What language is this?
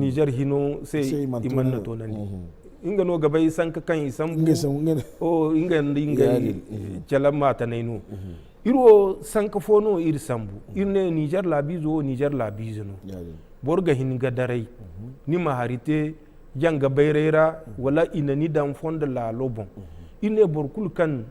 Zarma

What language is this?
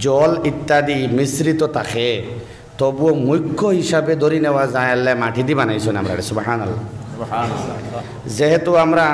Sylheti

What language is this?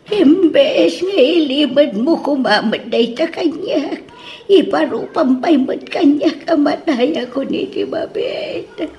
Iloko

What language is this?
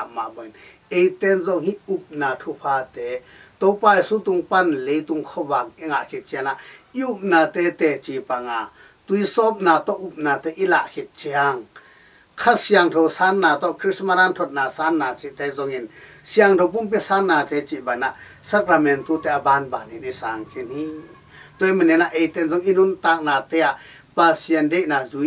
Tedim Chin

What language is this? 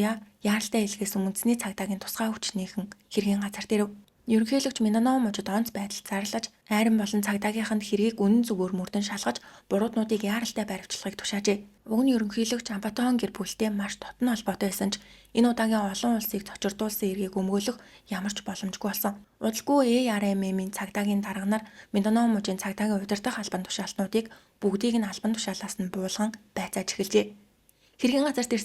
Mongolian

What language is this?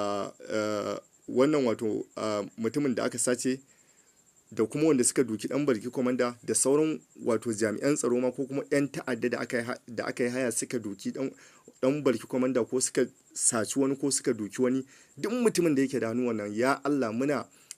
Hausa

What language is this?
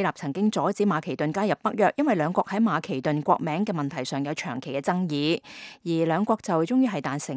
Cantonese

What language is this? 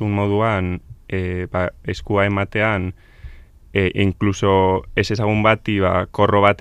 Basque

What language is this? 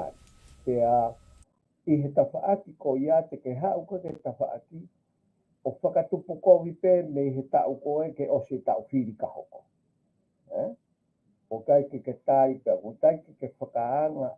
Tongan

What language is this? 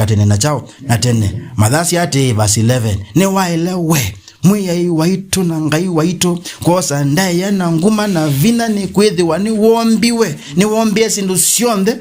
Kamba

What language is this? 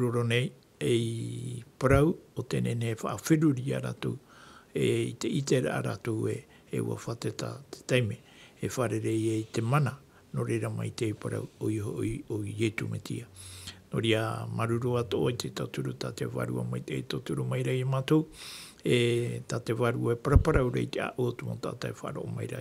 Tahitian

